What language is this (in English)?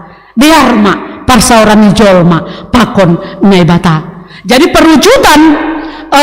Batak Simalungun